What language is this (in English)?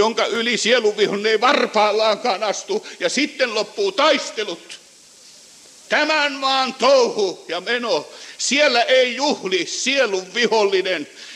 Finnish